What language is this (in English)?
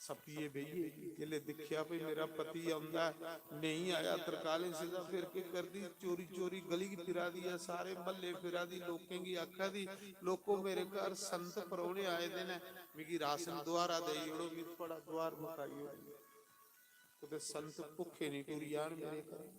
Dogri